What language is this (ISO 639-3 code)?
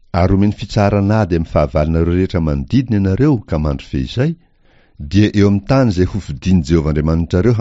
mlg